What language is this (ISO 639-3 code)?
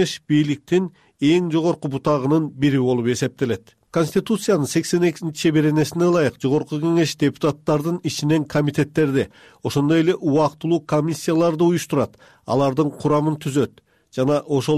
kir